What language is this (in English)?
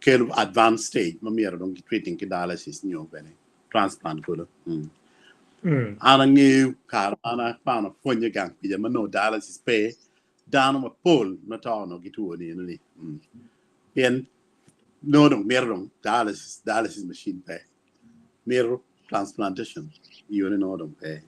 Acoli